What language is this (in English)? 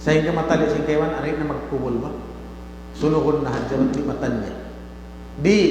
Tausug